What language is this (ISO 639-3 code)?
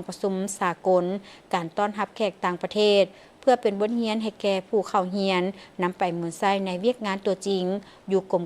lao